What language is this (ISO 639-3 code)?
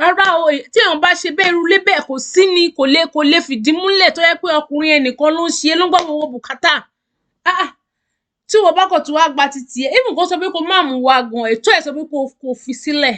yor